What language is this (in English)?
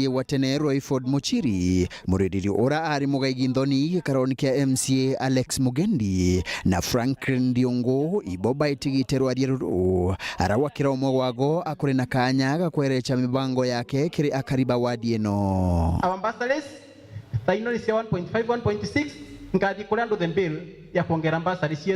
Meru